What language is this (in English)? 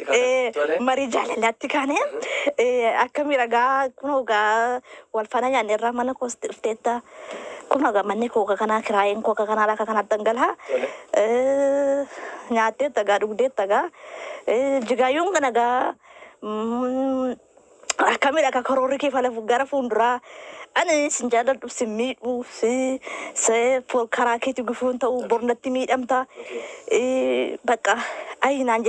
Oromo